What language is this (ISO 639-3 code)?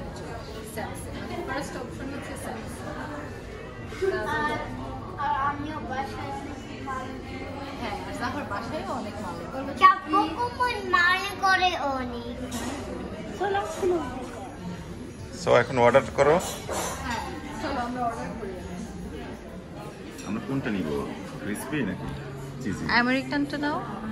ben